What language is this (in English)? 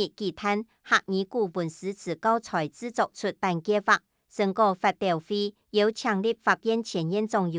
Hakka Chinese